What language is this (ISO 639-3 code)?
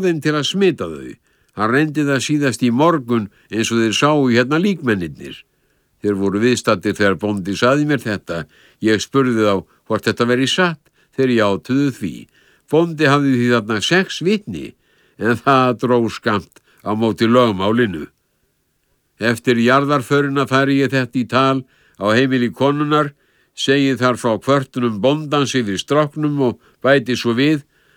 isl